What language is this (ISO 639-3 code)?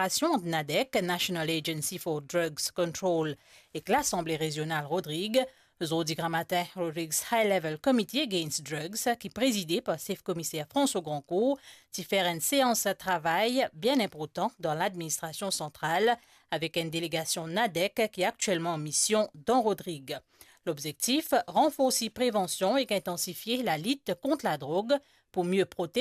mfe